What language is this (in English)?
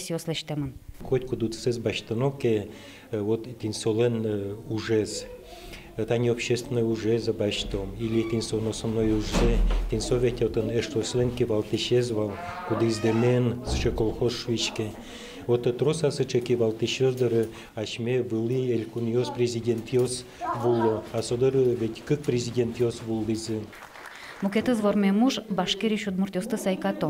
Udmurt